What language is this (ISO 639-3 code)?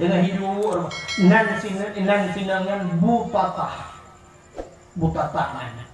ace